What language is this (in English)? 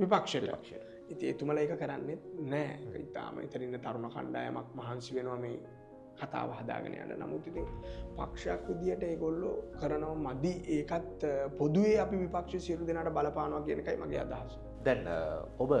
Sinhala